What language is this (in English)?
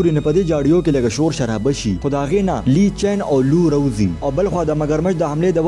Pashto